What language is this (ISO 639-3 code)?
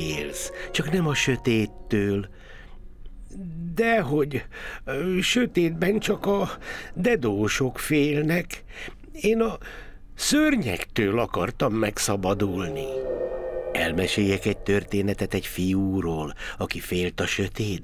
hun